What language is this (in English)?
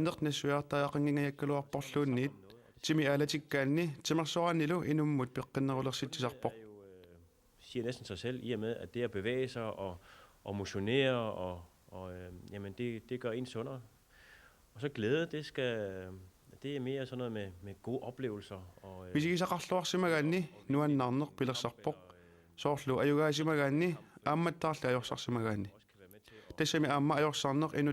Kalaallisut